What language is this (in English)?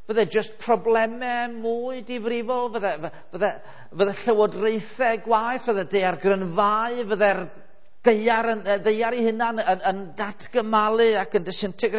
Welsh